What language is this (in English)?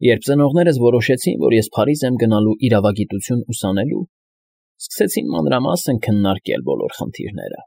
Armenian